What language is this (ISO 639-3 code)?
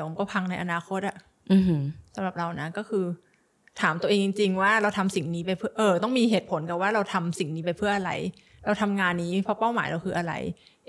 tha